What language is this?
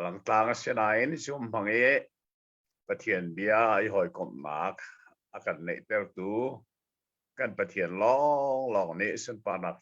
Hakha Chin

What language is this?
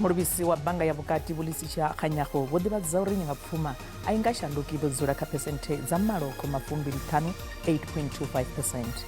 Venda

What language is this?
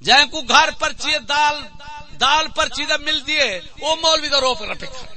Saraiki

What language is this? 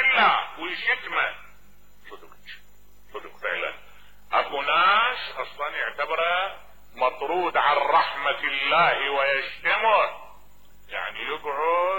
Mesopotamian Arabic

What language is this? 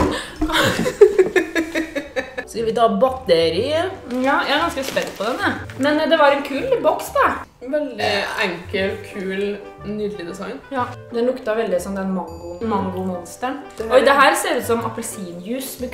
Norwegian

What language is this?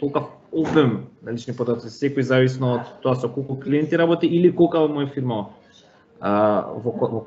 Macedonian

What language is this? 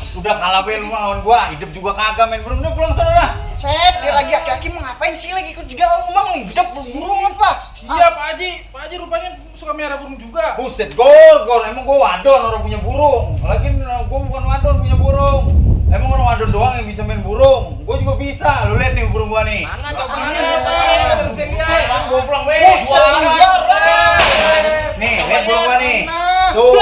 Betawi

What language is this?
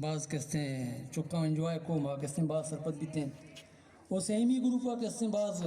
Baluchi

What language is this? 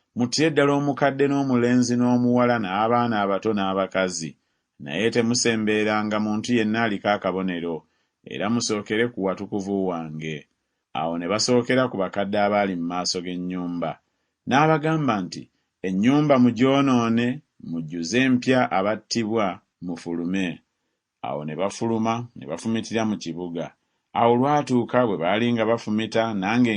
Ganda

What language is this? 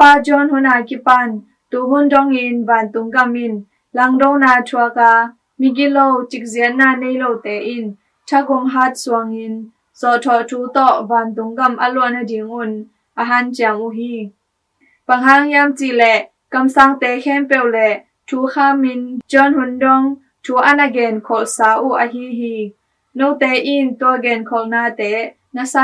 Tedim Chin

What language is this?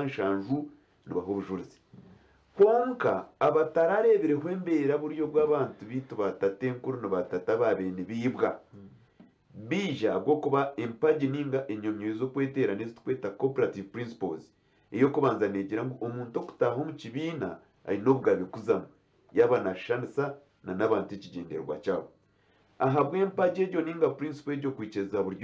Nyankole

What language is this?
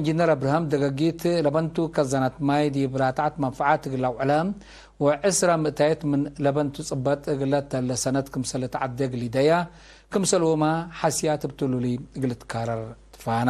Tigre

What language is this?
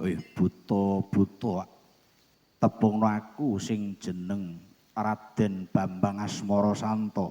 Javanese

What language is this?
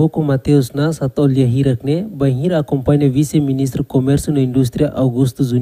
Tetum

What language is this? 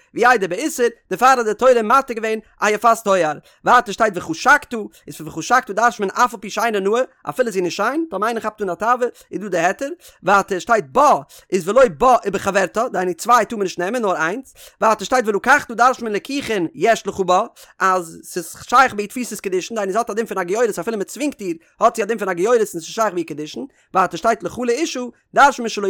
Yiddish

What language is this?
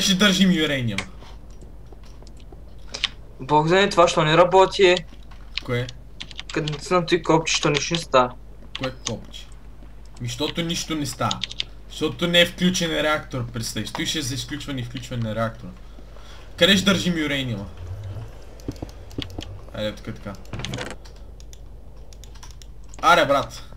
Bulgarian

